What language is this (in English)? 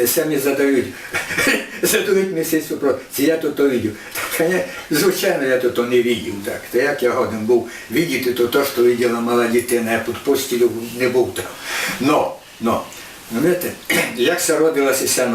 Rusyn